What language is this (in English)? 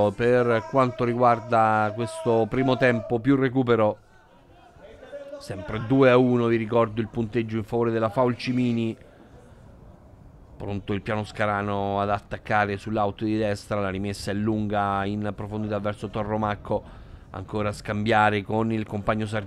Italian